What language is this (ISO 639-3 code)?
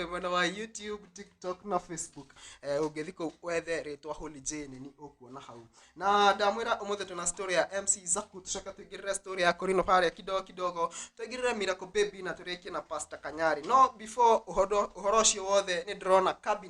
kik